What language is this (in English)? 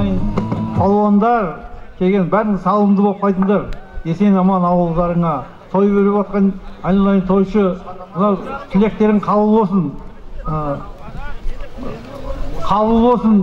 Kazakh